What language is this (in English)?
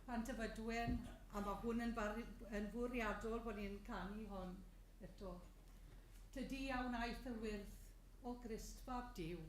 Welsh